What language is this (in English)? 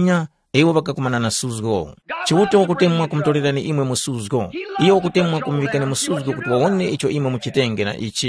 Tumbuka